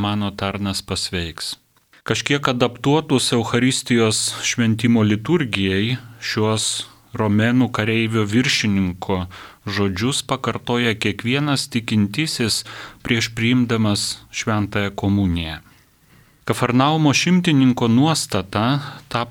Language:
Lithuanian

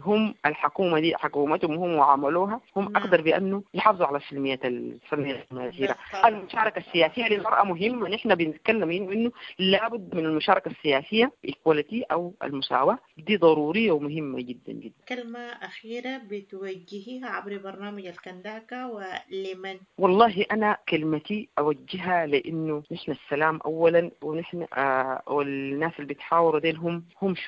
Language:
Sudanese Arabic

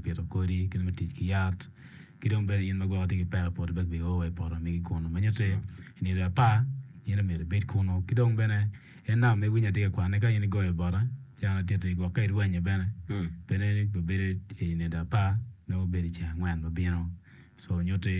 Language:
Acoli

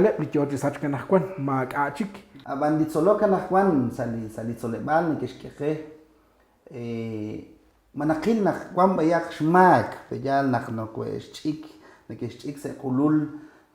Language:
Kekchí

